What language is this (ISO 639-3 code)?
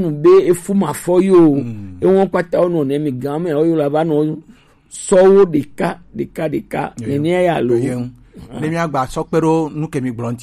gej